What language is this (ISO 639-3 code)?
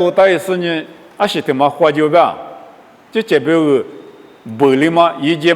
lis